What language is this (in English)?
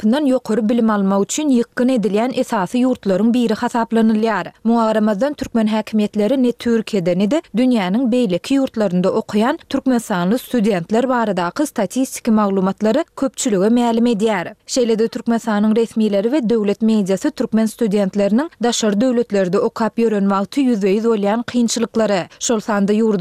Turkmen